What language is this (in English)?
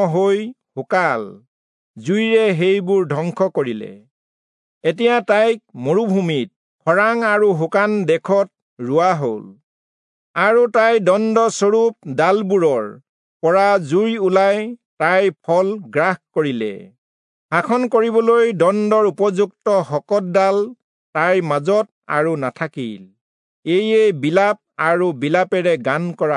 Assamese